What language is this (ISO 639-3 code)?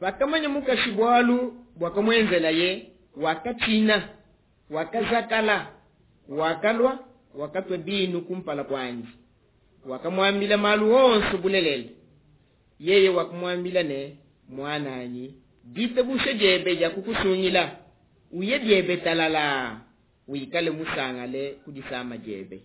lua